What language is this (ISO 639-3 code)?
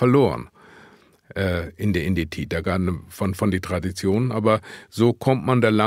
nds